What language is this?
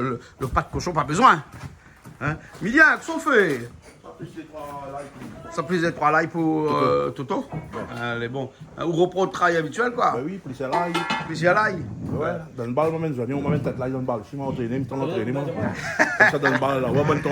Réunion Creole French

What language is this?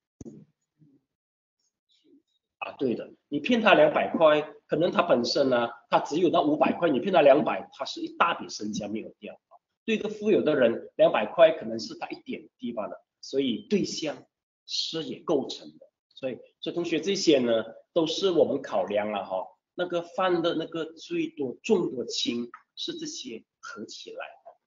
Chinese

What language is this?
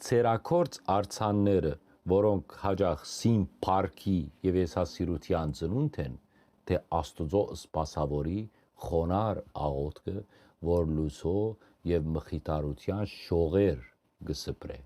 Western Armenian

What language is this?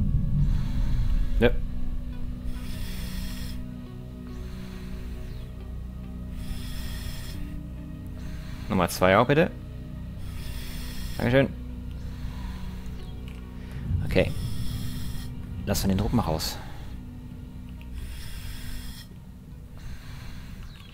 German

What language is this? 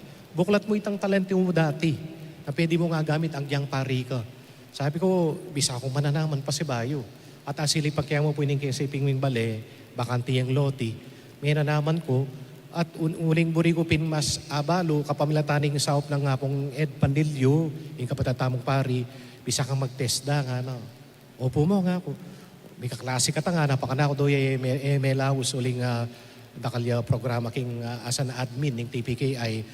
Pampanga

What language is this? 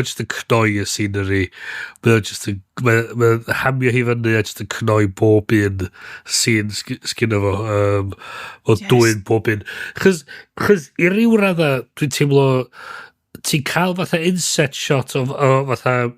Welsh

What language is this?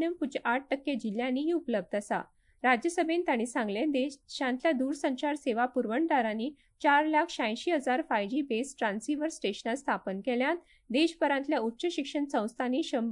Konkani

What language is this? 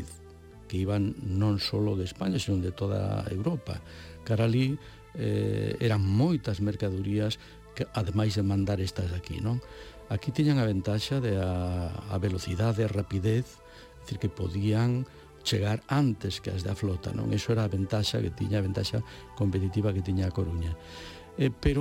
Galician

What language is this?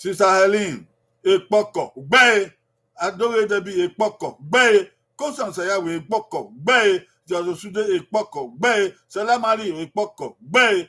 Bini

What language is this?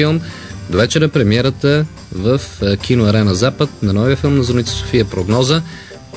Bulgarian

